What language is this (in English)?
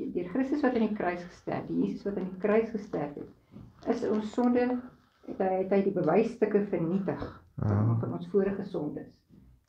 Afrikaans